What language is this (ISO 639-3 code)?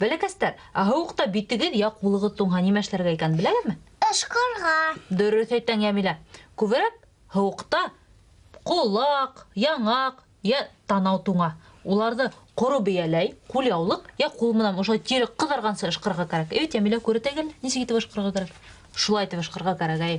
bak